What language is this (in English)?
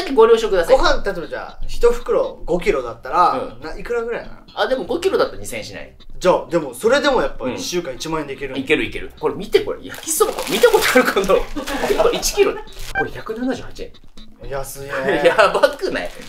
Japanese